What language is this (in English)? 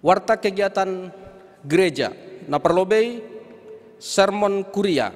Batak Simalungun